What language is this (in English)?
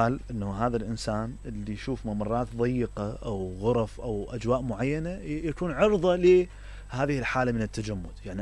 Mesopotamian Arabic